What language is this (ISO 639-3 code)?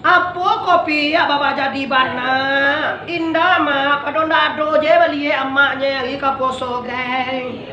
min